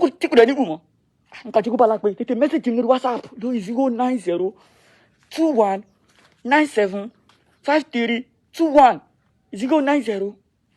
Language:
Yoruba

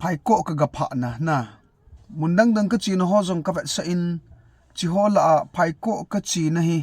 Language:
Thado Chin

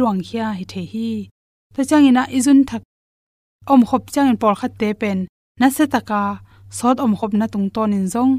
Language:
Tedim Chin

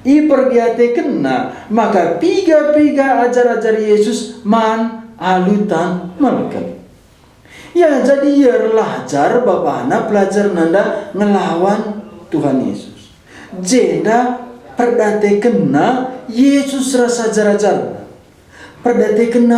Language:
Batak Karo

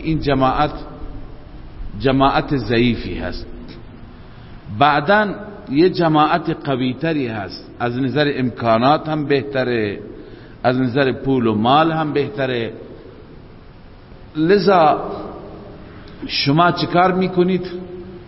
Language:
Persian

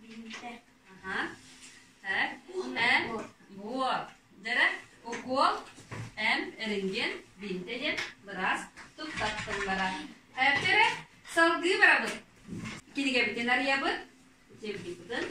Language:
Yakut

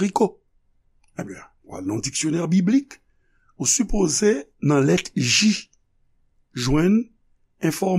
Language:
Haitian Creole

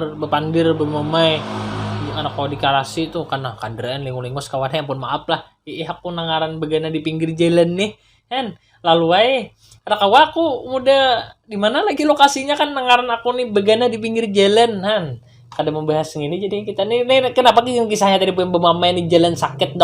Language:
Banjar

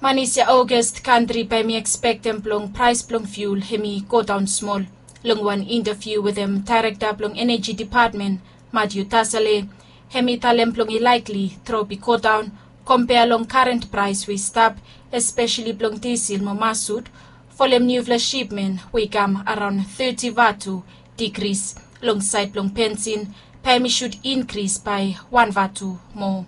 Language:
Bislama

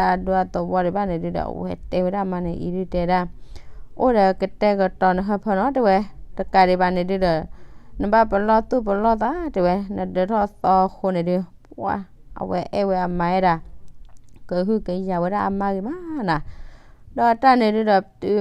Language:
S'gaw Karen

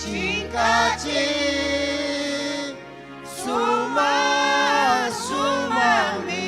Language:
Ayacucho Quechua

